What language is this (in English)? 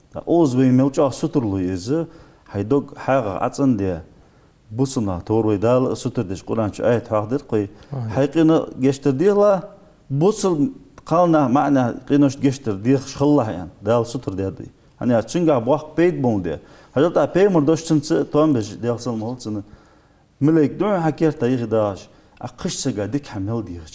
Ingush